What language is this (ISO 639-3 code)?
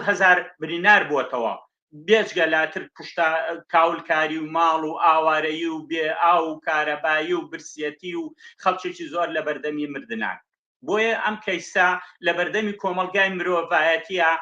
ckb